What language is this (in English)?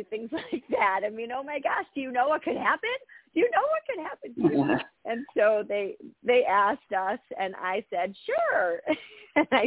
English